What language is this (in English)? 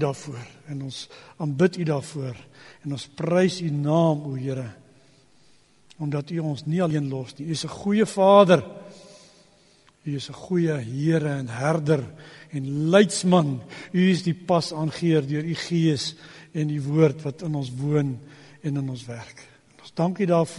Afrikaans